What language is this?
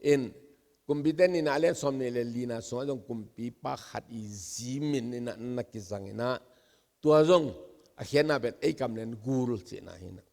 Tedim Chin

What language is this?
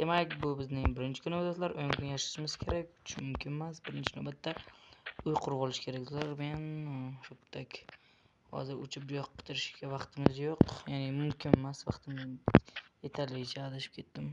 Uzbek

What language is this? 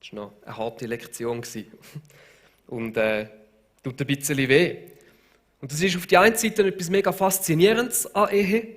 Swiss German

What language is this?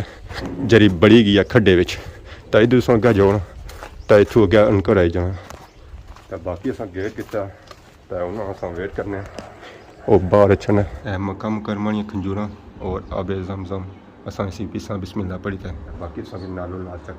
Pahari-Potwari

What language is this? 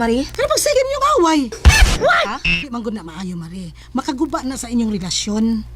Cebuano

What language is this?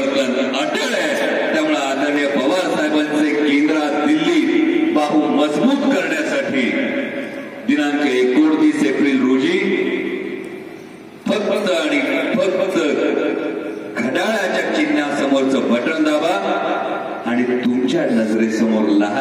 Marathi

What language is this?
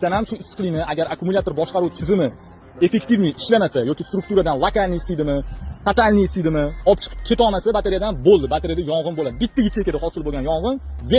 Uzbek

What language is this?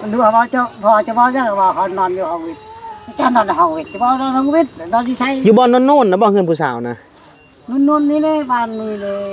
Northeastern Thai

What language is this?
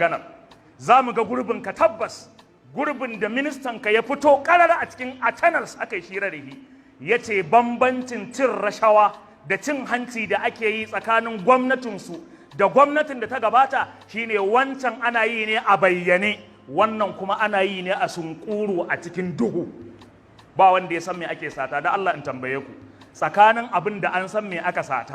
Hausa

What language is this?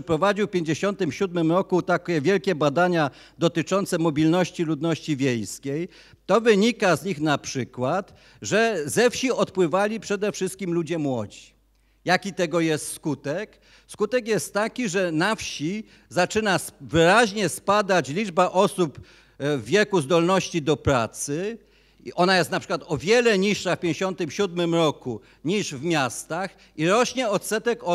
Polish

